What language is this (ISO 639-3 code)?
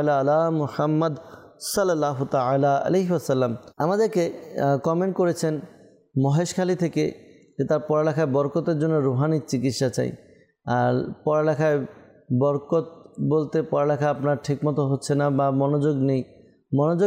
ben